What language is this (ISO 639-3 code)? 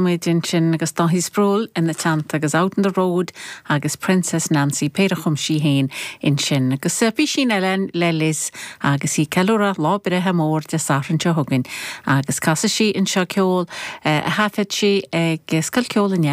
gle